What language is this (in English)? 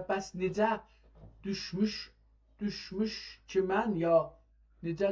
South Azerbaijani